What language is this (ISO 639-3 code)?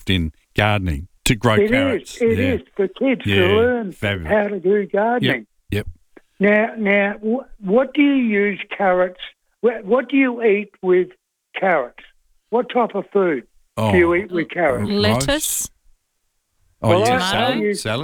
eng